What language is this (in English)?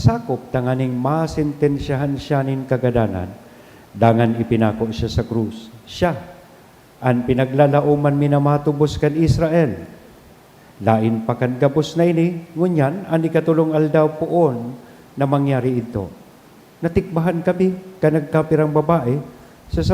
Bikol